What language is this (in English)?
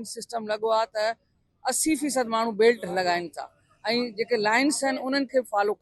Sindhi